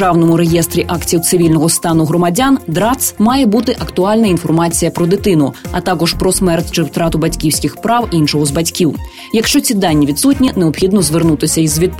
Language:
Ukrainian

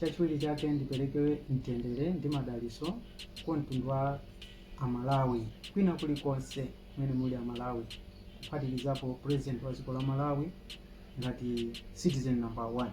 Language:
Nyanja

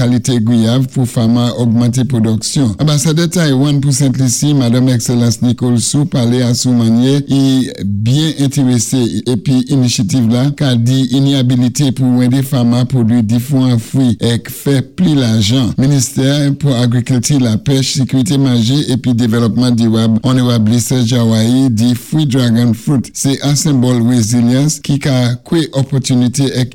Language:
Saint Lucian Creole French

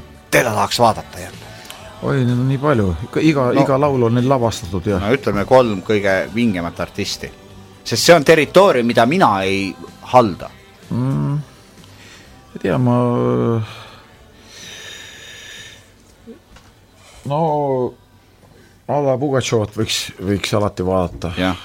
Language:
Estonian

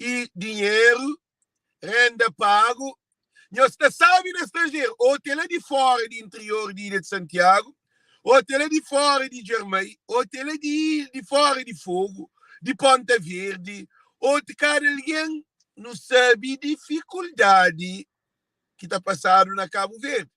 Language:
Kabuverdianu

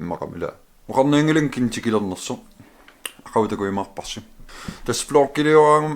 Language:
Kalaallisut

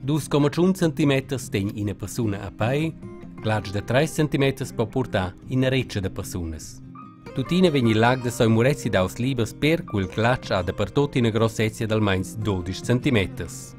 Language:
Romansh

